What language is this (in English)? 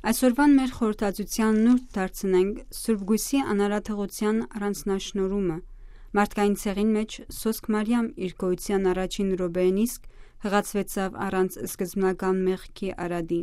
Armenian